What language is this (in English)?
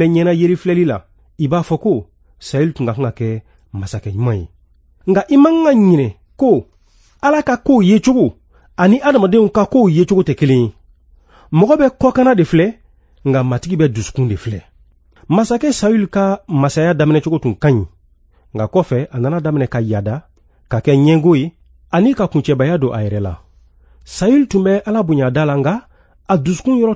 Bambara